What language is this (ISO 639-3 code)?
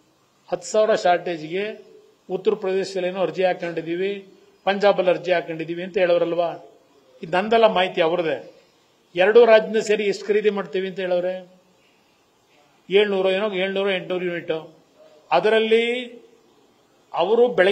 kan